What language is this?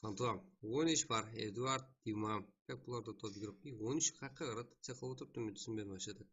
Kara-Kalpak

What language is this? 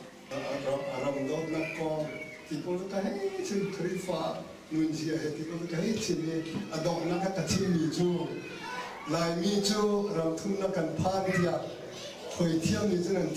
Hakha Chin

